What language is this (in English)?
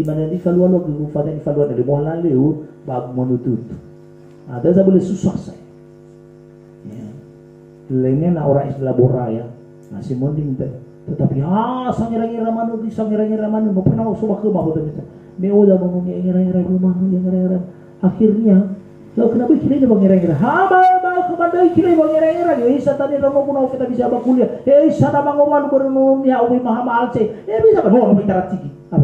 Nias